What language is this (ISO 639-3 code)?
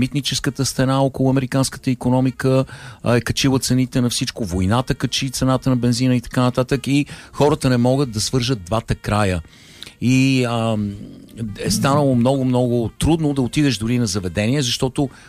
bul